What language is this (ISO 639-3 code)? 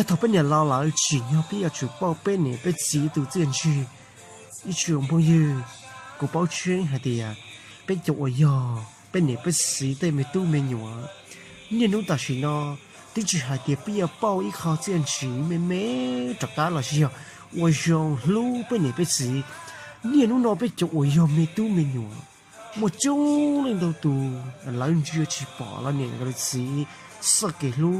hmn